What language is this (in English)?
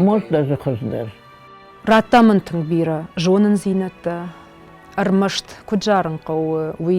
Ossetic